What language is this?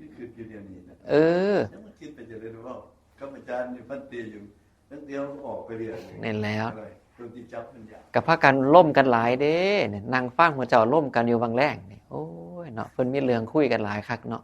Northeastern Thai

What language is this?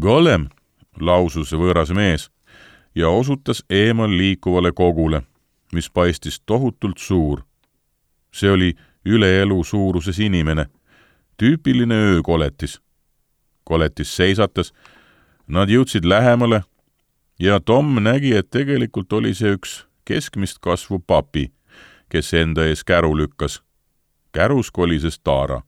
Estonian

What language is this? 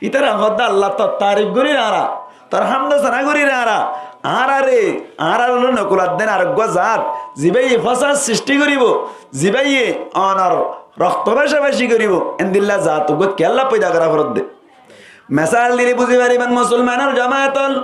Rohingya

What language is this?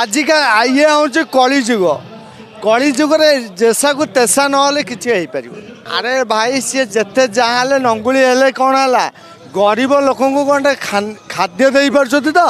Odia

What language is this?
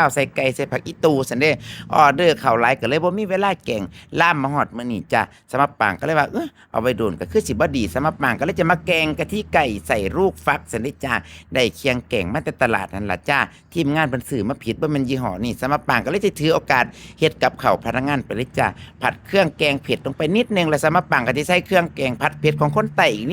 Northeastern Thai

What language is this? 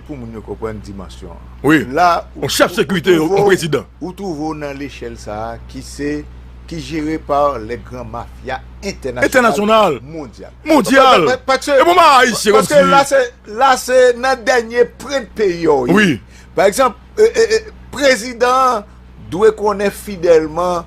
Haitian Creole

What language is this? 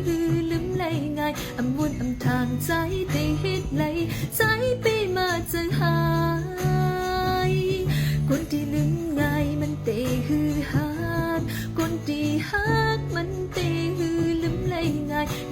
Shan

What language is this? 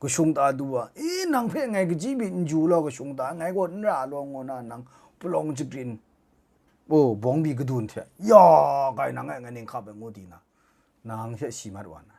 Kachin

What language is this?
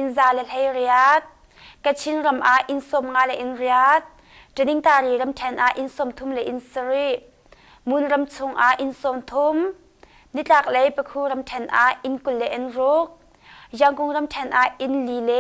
Hakha Chin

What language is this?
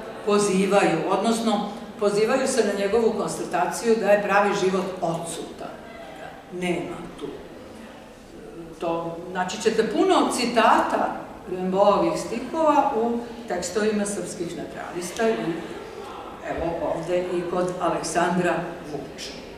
Serbian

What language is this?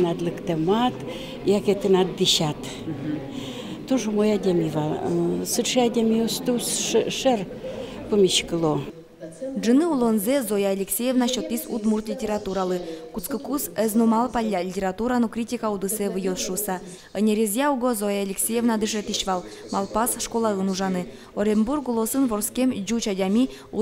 Udmurt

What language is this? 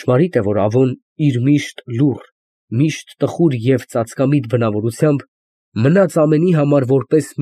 Armenian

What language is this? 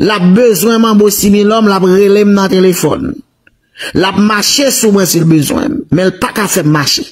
Haitian Creole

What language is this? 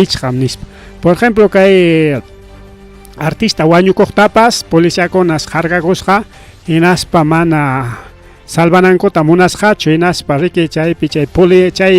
Ayacucho Quechua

